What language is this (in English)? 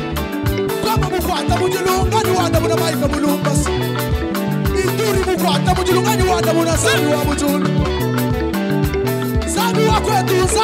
Swahili